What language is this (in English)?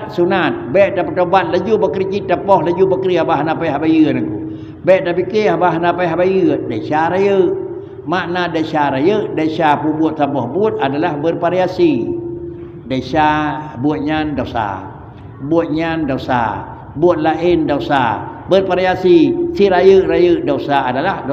Achinese